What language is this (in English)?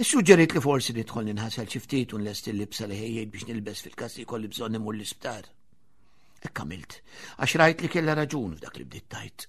Maltese